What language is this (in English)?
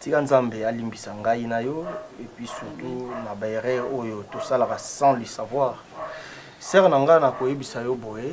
Lingala